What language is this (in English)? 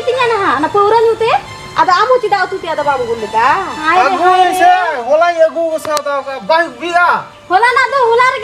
Santali